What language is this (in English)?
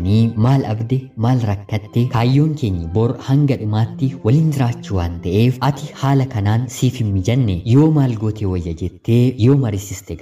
Oromo